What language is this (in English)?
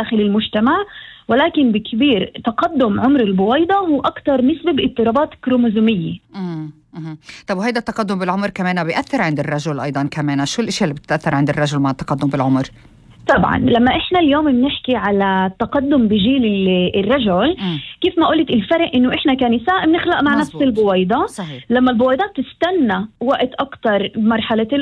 North Levantine Arabic